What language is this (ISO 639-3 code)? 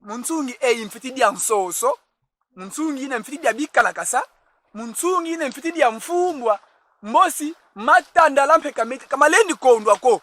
kon